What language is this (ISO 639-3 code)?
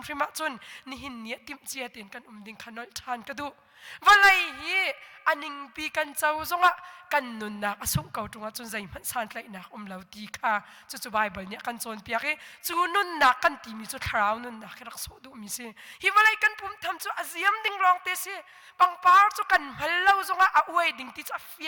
cnh